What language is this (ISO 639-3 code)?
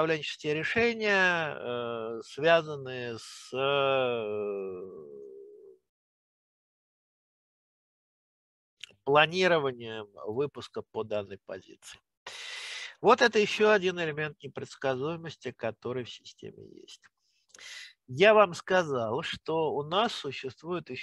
rus